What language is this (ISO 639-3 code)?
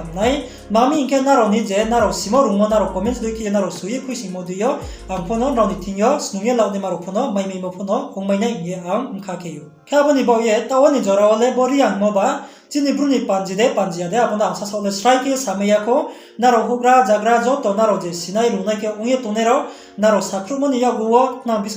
ria